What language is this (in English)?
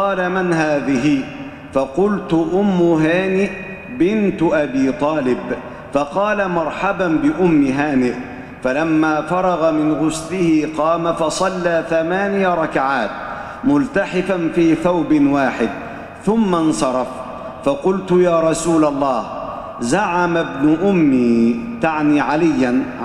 Arabic